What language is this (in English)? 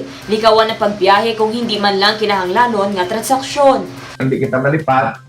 Hiligaynon